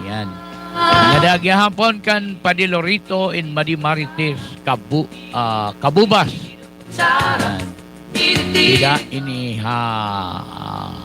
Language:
Waray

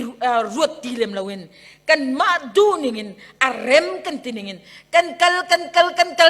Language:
Hakha Chin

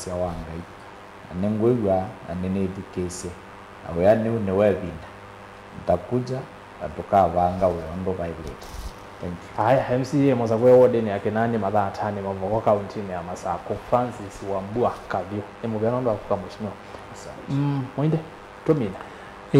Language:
Kamba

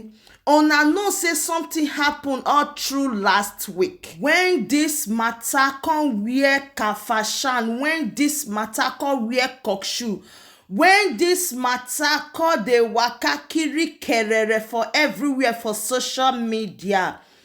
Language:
Nigerian Pidgin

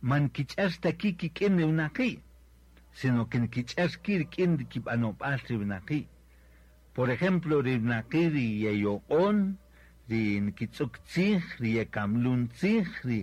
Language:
Kaqchikel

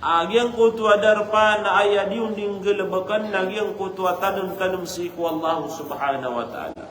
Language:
Maranao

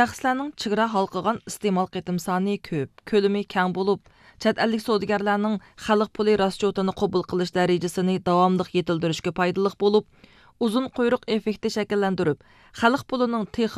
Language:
Uyghur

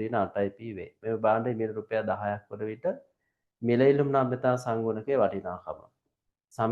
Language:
Sinhala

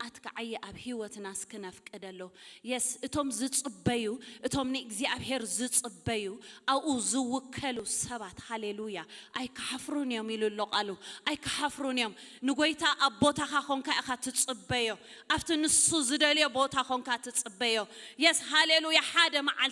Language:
Tigrinya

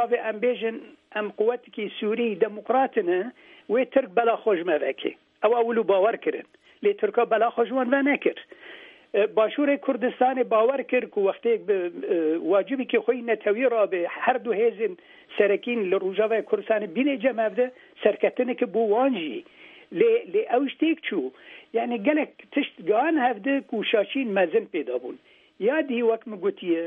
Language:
Kurdish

